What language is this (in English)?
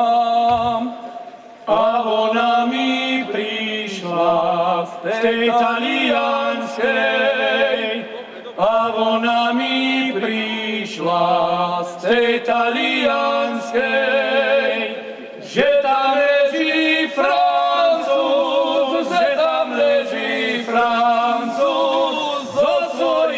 Slovak